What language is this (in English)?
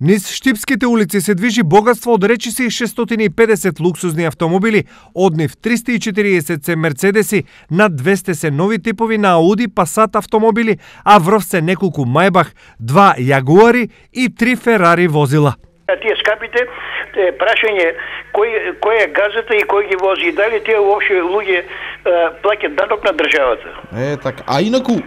Macedonian